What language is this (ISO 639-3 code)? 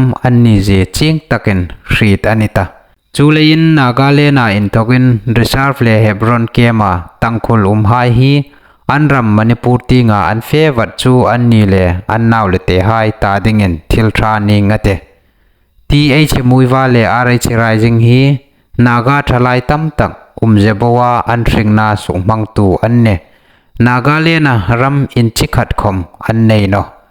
hmr